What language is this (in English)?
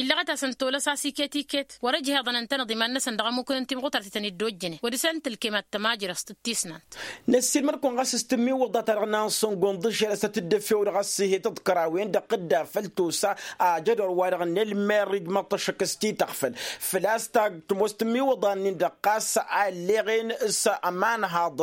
Tamasheq